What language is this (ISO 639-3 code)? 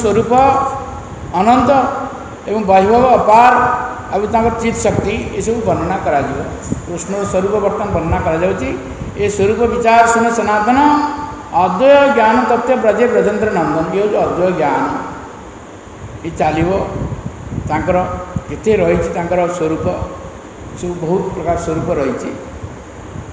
ori